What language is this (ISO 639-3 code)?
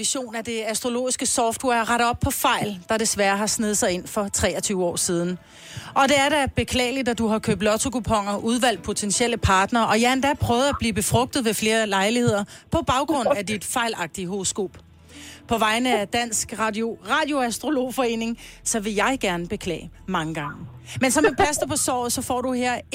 dan